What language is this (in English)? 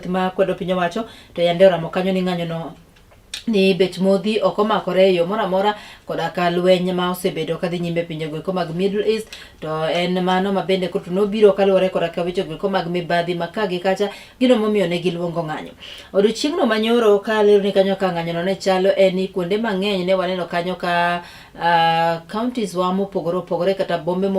Luo (Kenya and Tanzania)